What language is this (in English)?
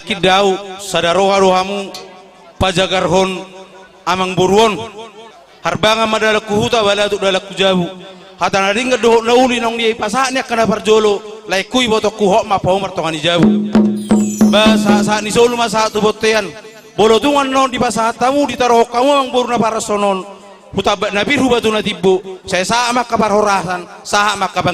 Batak Toba